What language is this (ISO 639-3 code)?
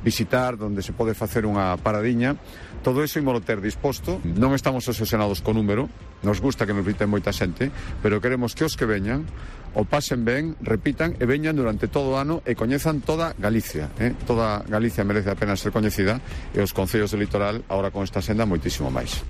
glg